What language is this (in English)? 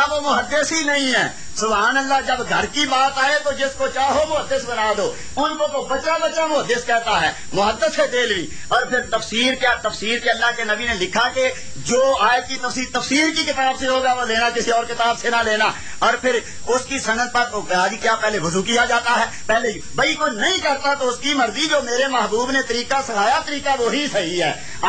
Urdu